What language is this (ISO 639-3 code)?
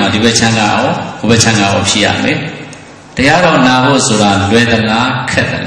mya